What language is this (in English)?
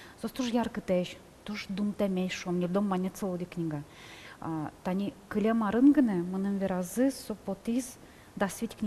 Udmurt